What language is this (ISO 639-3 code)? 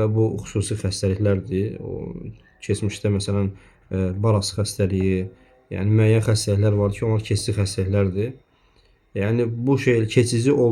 aze